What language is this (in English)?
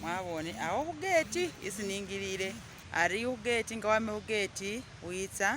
Masaaba